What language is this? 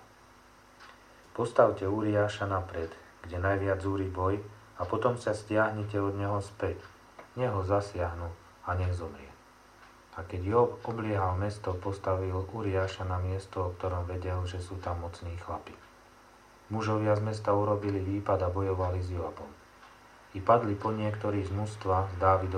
Slovak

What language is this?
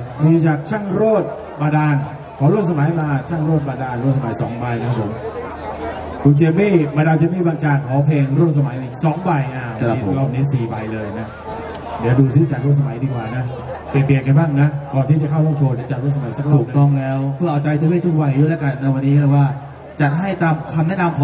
Thai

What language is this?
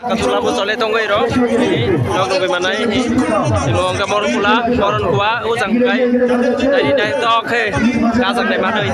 Kok Borok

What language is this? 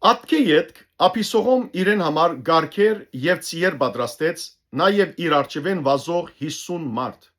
Western Armenian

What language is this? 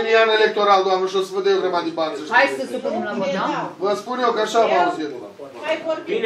Romanian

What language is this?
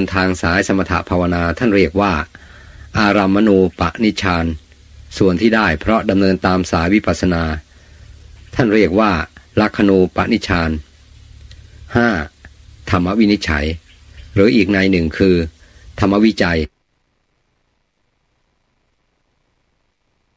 Thai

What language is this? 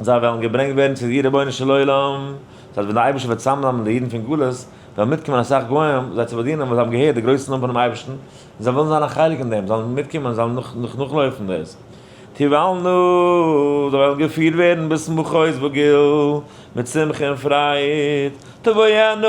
Yiddish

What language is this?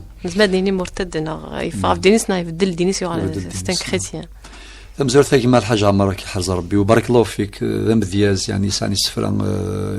Kabyle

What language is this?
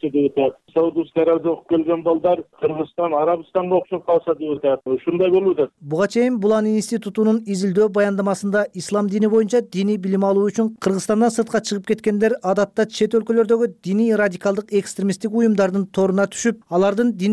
Kyrgyz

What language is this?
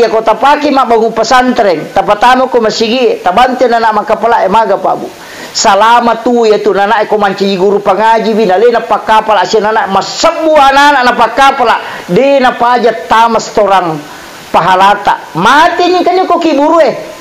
Buginese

